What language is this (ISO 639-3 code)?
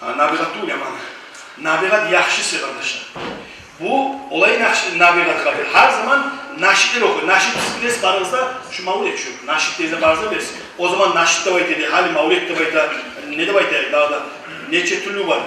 kum